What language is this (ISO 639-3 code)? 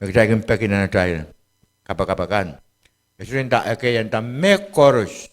pon